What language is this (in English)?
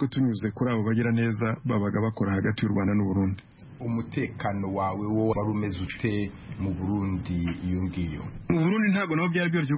Kinyarwanda